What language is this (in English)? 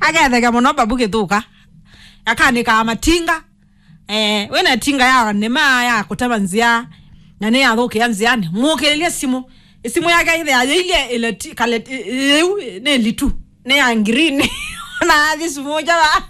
Kamba